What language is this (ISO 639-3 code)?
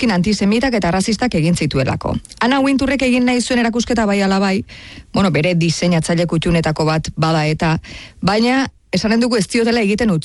eus